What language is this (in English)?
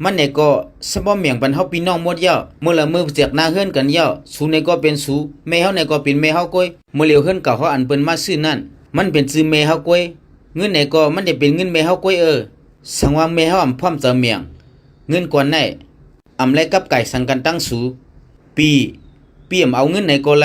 Shan